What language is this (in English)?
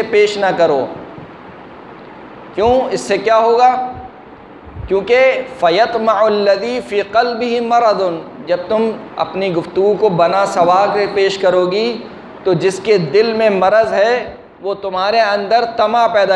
Urdu